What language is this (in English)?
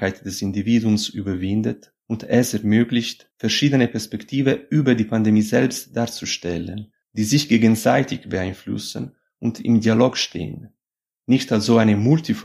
German